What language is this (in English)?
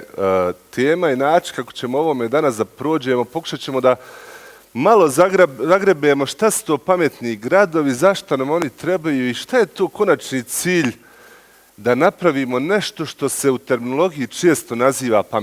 Bosnian